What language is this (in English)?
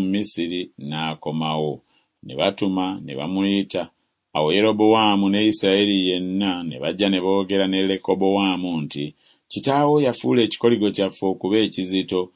Ganda